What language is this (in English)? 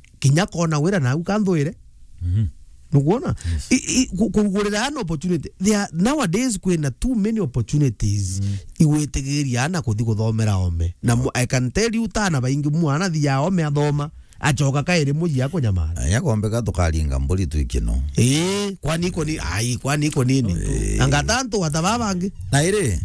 Meru